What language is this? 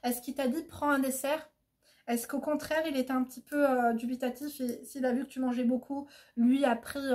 French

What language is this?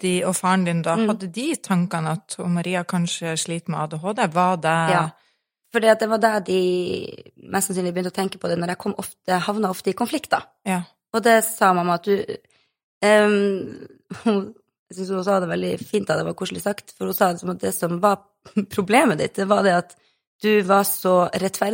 Norwegian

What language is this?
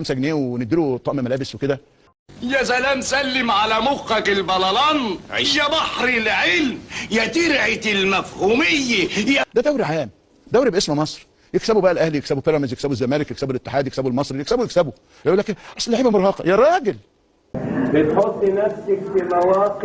Egyptian Arabic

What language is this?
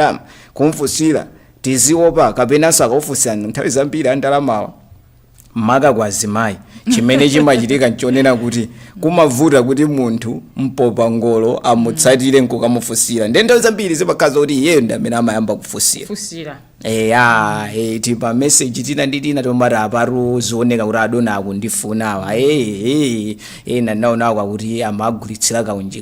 Nyanja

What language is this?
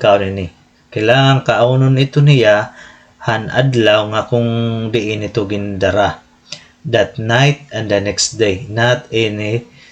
Waray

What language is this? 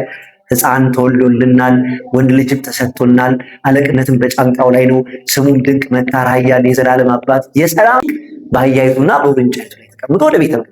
Amharic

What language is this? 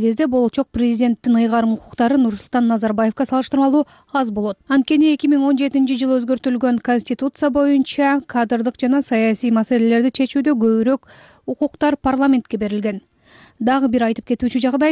Kyrgyz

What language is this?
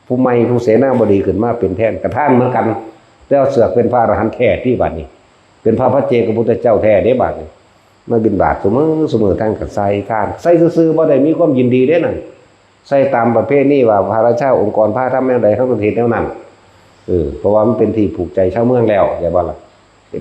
Northeastern Thai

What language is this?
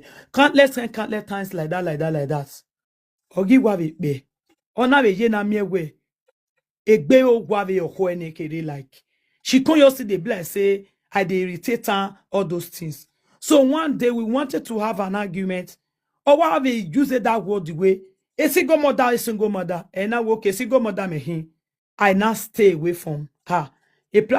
Nigerian Pidgin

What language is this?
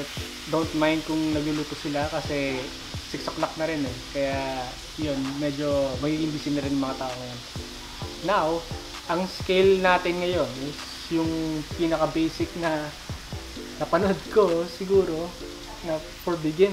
Filipino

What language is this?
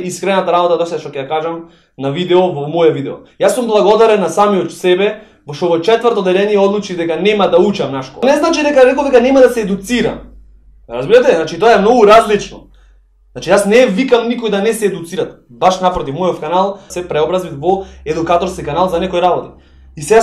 Macedonian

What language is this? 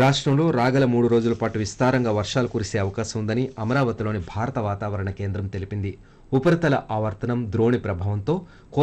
Telugu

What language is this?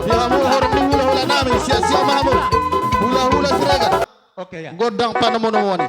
Batak Toba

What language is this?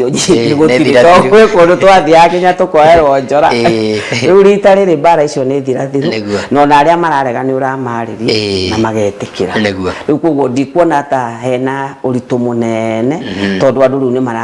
Kikuyu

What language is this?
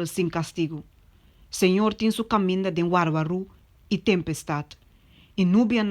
Papiamento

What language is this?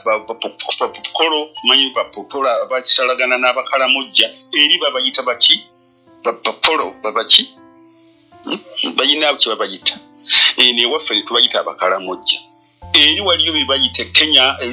Ganda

